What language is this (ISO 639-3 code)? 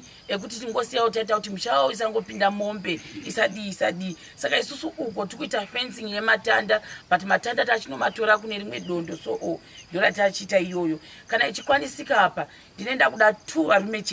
sna